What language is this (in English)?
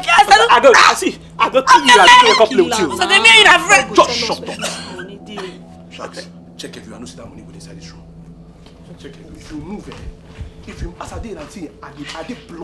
Nigerian Pidgin